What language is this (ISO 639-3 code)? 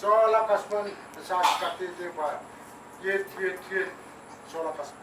pon